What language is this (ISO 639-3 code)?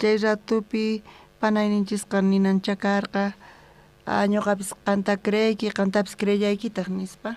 quh